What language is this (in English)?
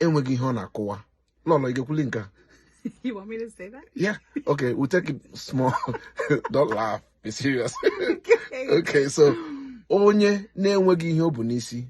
Igbo